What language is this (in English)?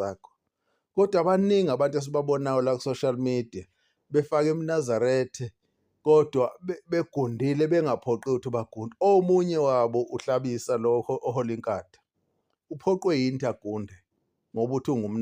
Zulu